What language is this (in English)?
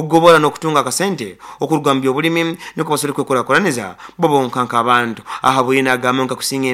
Nyoro